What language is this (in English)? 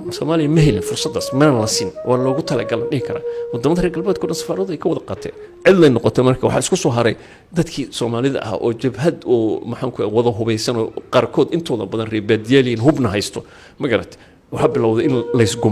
Somali